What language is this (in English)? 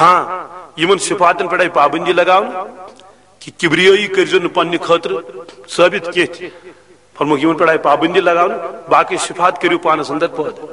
Kashmiri